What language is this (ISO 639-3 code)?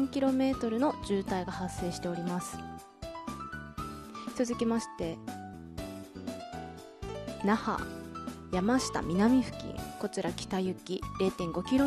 jpn